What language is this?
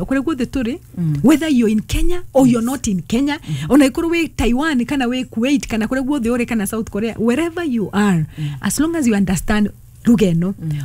Kikuyu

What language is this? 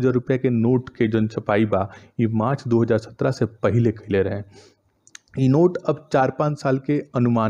Bhojpuri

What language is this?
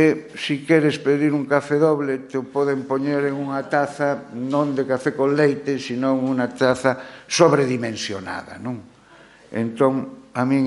Galician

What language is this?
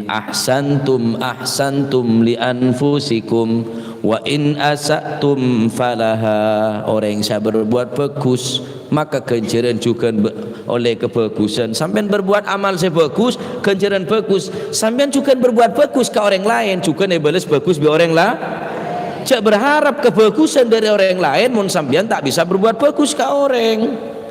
Madurese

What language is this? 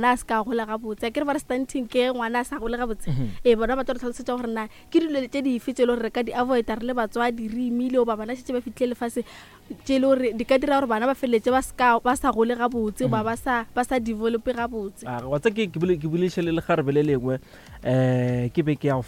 Northern Sotho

